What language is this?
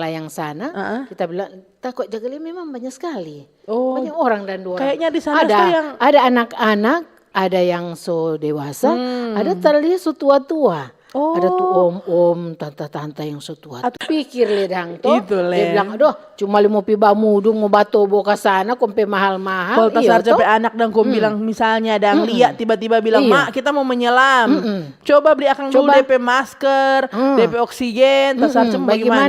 Manado Malay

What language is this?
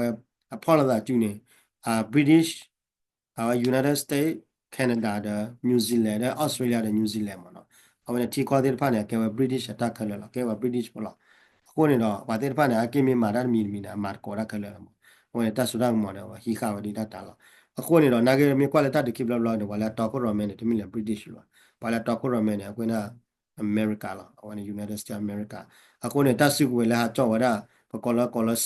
S'gaw Karen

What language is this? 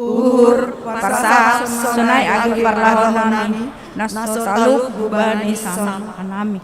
Batak Simalungun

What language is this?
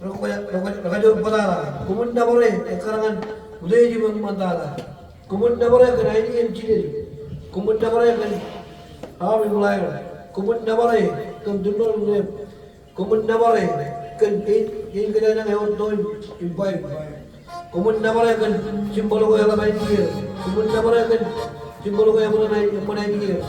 Marshallese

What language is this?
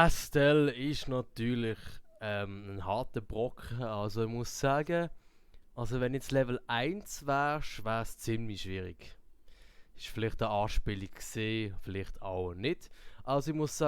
Swiss German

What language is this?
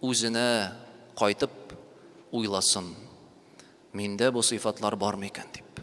Tatar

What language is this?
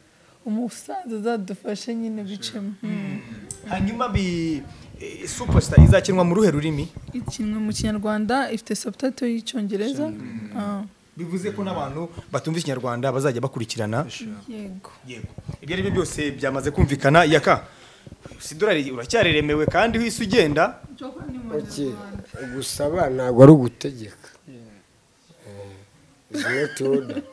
Kinyarwanda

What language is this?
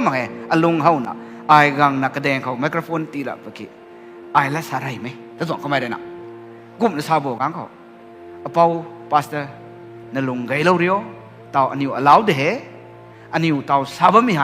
Rongmei Naga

